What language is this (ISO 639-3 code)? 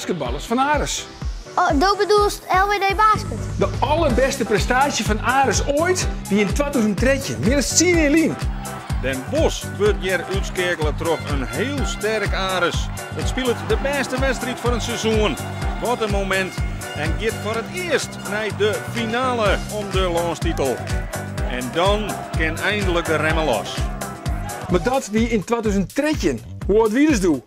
fry